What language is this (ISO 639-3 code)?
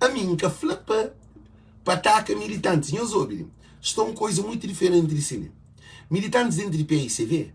kea